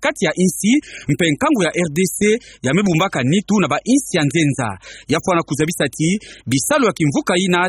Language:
Kituba (Democratic Republic of Congo)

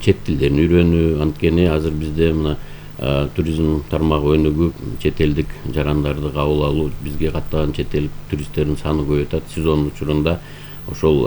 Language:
Kyrgyz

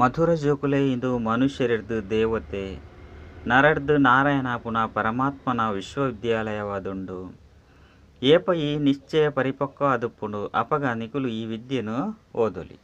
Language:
Tulu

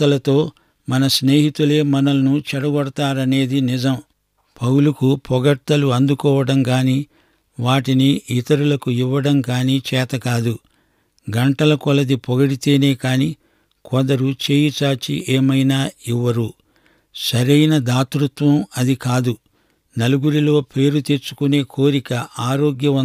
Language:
Telugu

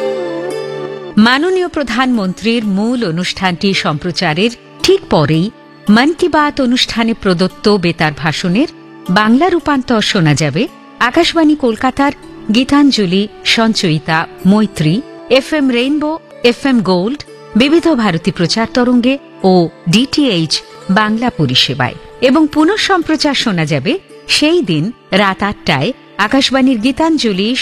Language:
Bangla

